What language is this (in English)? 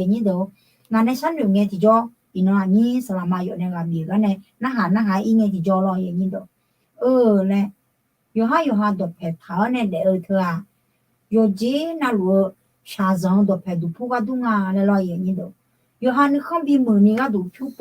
Akha